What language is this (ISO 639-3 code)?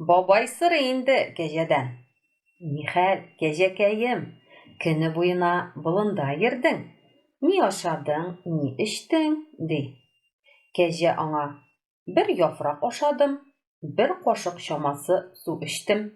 tat